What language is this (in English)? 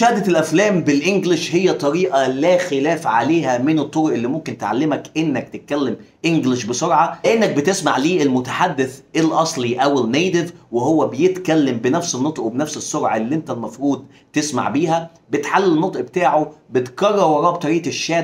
Egyptian Arabic